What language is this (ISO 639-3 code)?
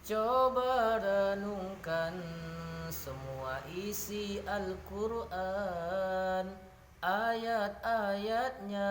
min